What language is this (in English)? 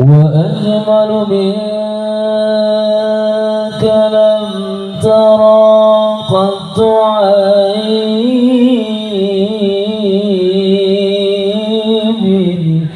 Sundanese